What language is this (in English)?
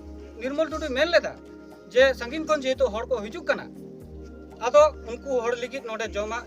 Santali